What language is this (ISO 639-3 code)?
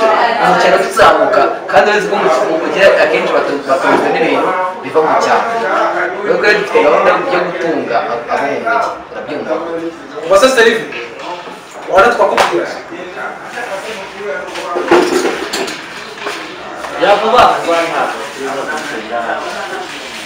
kin